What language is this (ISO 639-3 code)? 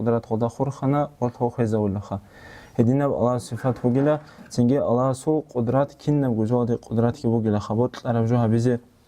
ava